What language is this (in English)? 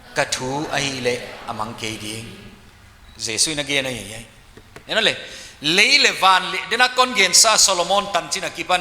Paite Chin